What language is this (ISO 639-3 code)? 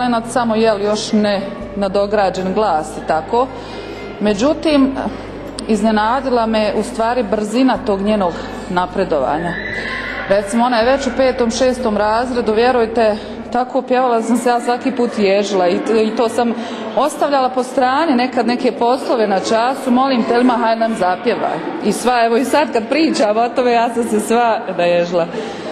bos